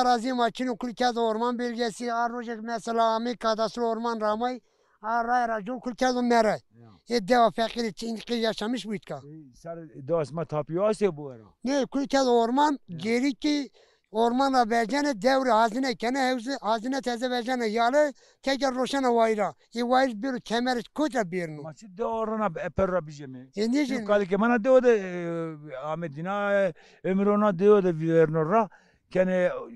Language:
Zaza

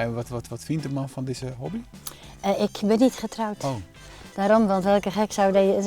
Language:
Western Frisian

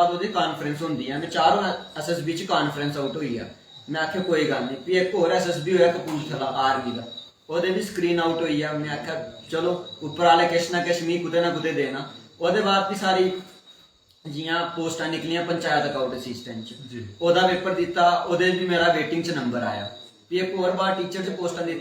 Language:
Dogri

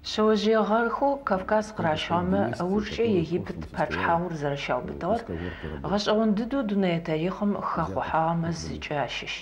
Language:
Adyghe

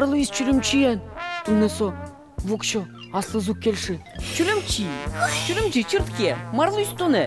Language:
Udmurt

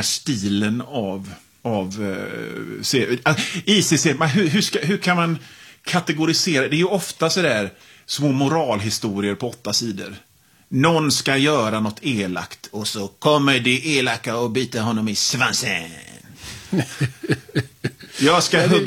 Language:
Swedish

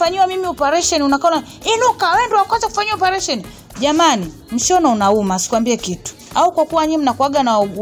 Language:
Swahili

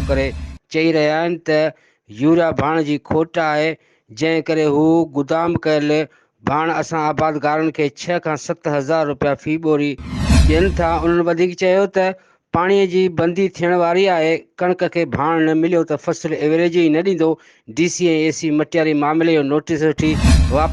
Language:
Sindhi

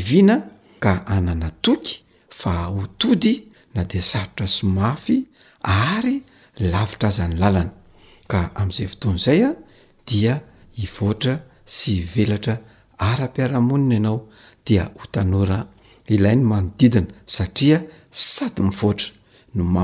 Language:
Malagasy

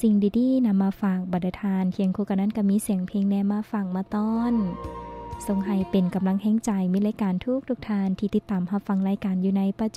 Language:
Lao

